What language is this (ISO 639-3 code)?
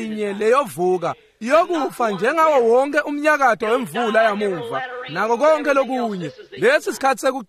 ssw